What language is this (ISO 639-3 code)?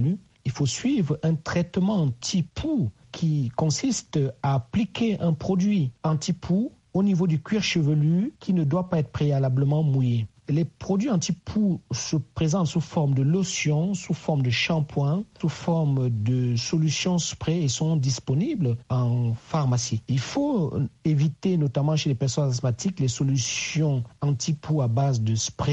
fra